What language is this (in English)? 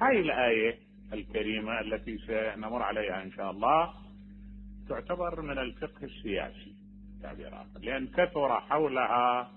Mesopotamian Arabic